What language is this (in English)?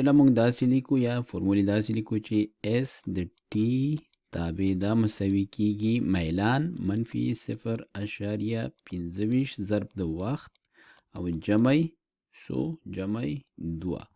Pashto